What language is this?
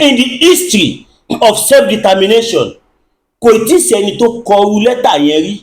Yoruba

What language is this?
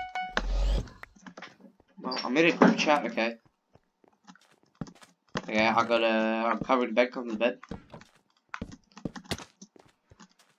English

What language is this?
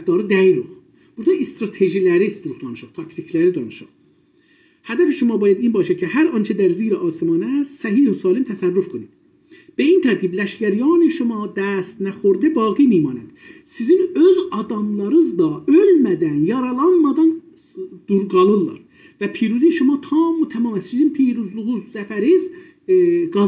South Azerbaijani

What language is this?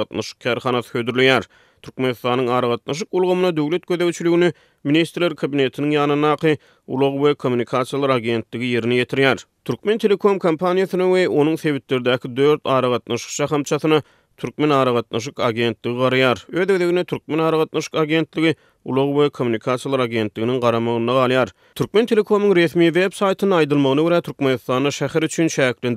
Turkmen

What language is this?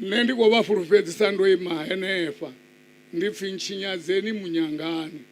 Venda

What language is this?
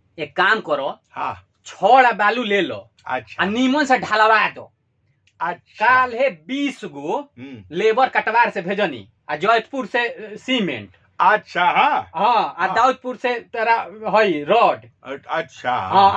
Bhojpuri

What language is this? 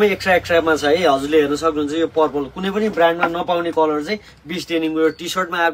Nepali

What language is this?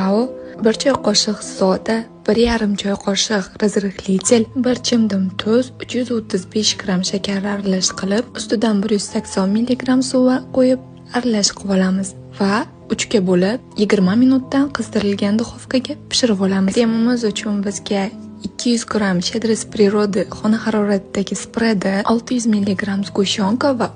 Uzbek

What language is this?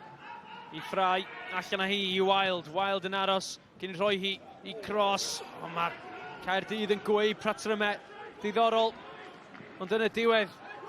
Welsh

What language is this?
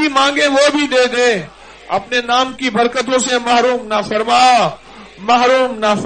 Urdu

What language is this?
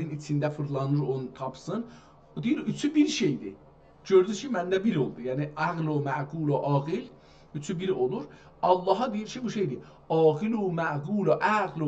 South Azerbaijani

